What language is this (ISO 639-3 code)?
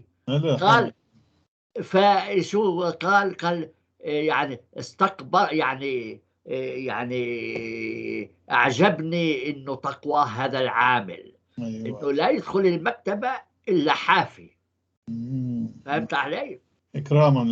apc